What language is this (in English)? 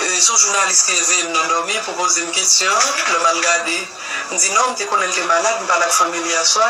Haitian Creole